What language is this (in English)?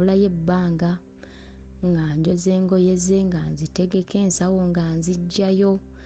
Ganda